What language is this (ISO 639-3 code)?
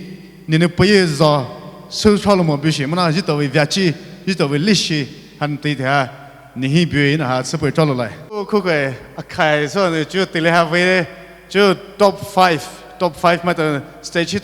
pmx